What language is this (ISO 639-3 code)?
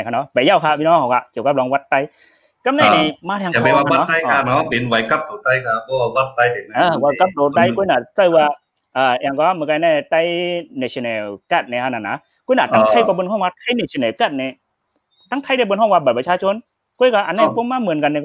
shn